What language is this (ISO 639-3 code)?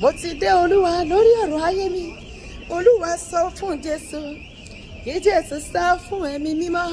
yor